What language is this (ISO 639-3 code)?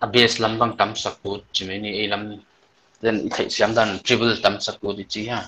pck